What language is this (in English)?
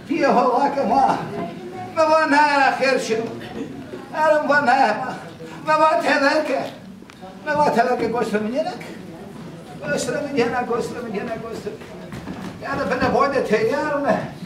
Zaza